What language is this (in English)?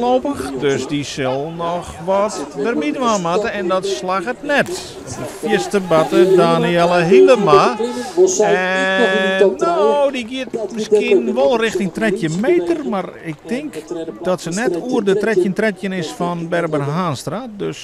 Western Frisian